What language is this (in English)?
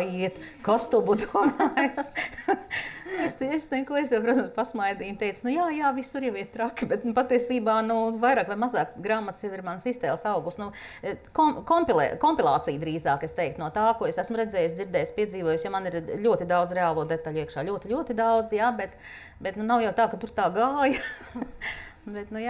Latvian